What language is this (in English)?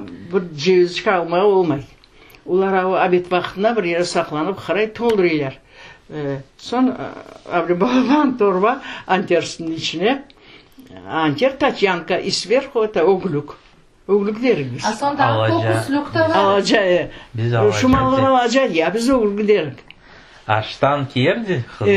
Crimean Tatar